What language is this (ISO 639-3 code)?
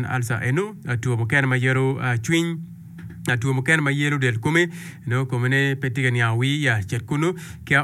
ach